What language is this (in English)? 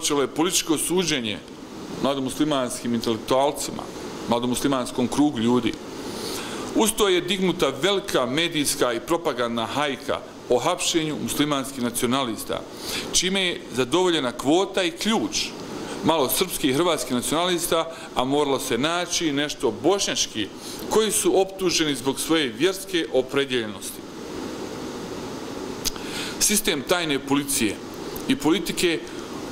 Bosnian